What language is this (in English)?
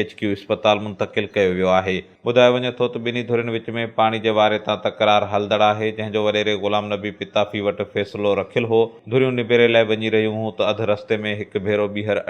Sindhi